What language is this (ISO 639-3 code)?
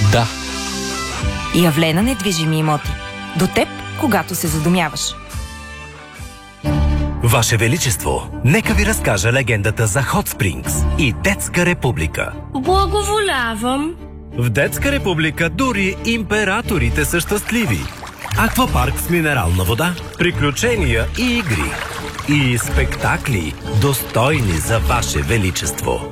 bul